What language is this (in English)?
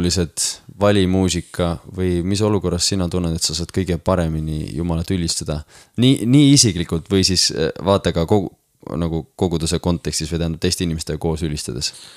Estonian